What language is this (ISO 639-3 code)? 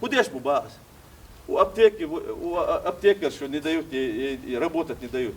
che